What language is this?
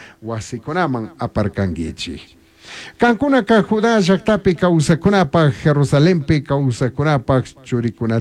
Chimborazo Highland Quichua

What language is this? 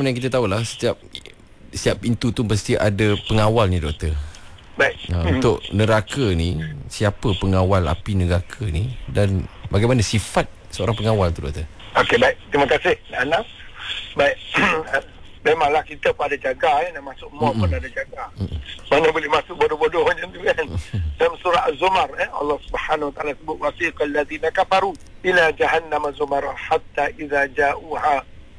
Malay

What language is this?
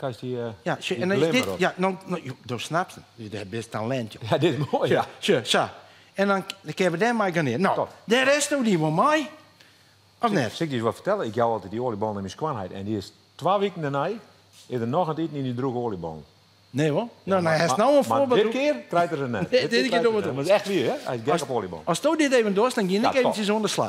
Western Frisian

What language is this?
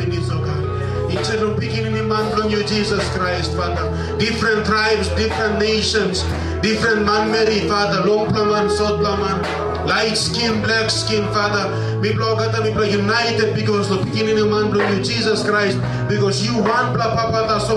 Tok Pisin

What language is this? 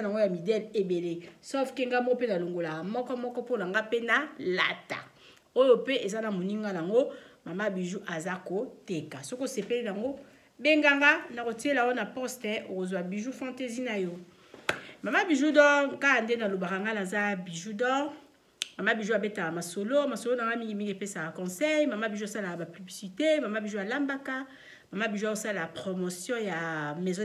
Lingala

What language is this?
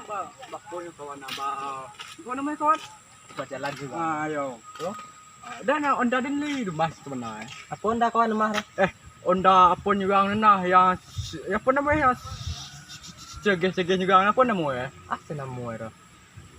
Minangkabau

